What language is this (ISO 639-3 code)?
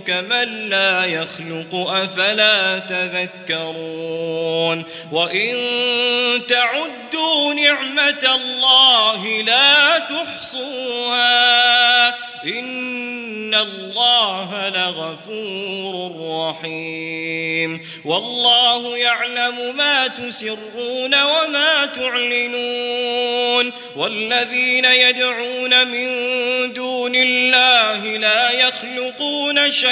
ara